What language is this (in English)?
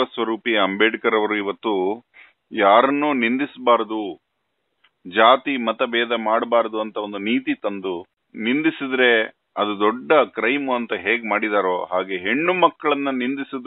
Kannada